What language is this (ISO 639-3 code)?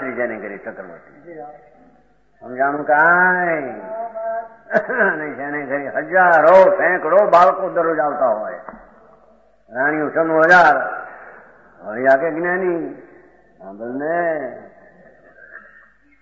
guj